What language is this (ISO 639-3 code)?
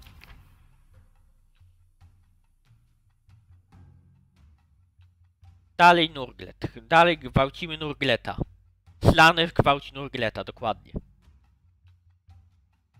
pol